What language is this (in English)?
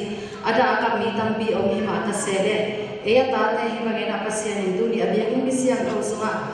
Tedim Chin